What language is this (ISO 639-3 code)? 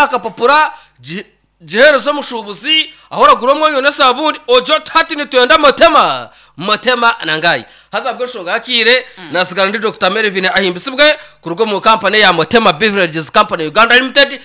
nyn